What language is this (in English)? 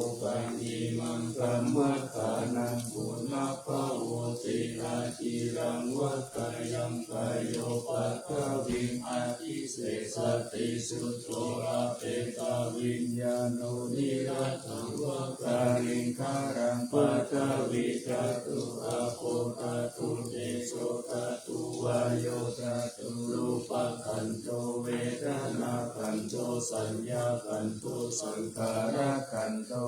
Pali